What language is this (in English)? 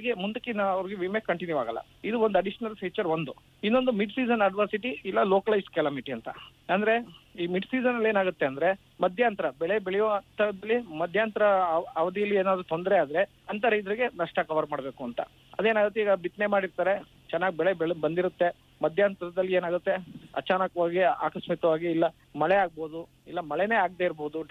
Kannada